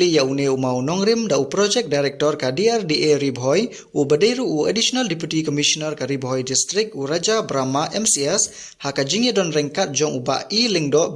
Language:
Khasi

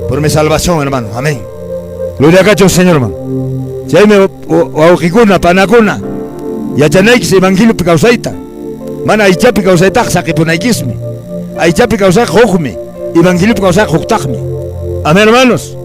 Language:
Quechua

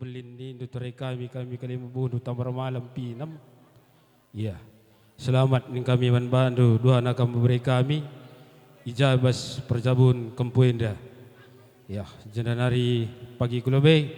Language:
Batak Karo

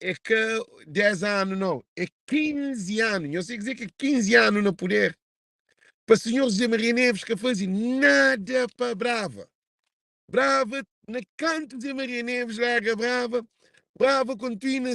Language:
Kabuverdianu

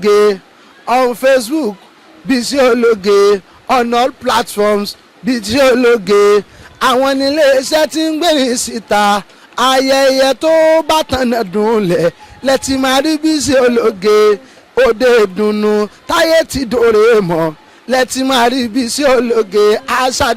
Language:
Yoruba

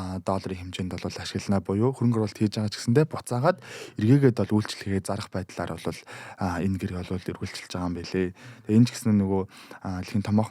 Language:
Mongolian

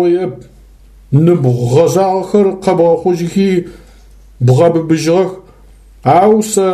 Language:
Adyghe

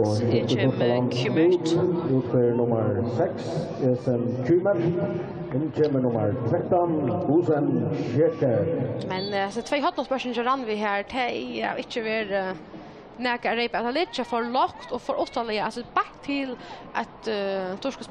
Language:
Faroese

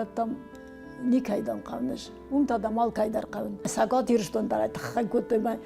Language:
Ossetic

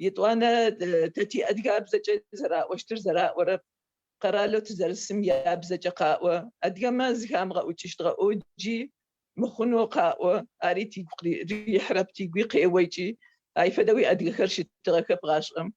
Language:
Adyghe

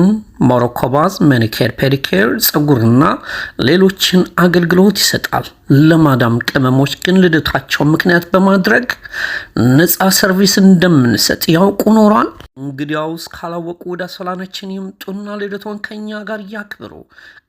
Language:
Amharic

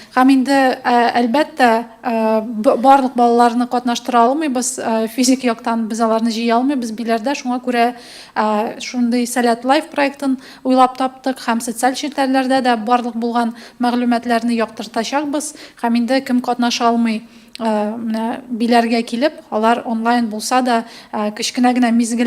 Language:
Tatar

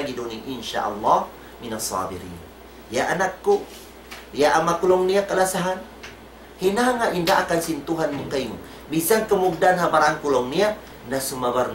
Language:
Tausug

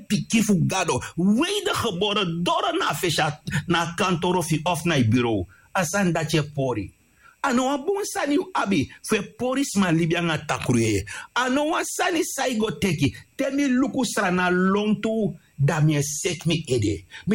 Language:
Sranan Tongo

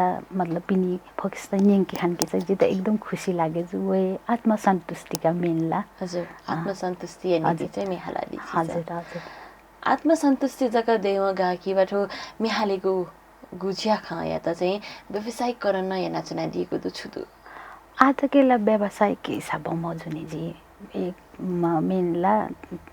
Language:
Newari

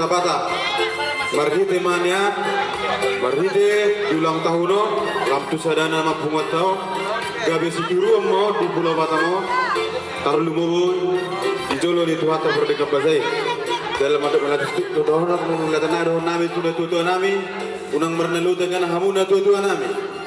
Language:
Batak Toba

